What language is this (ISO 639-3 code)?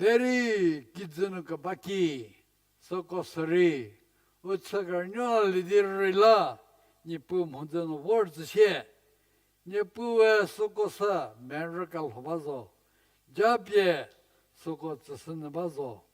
njm